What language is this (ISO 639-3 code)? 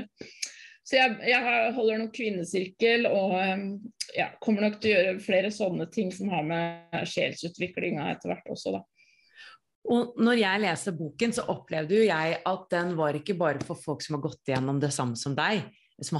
nor